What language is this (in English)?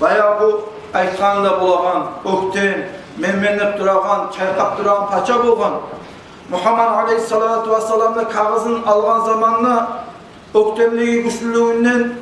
Kumyk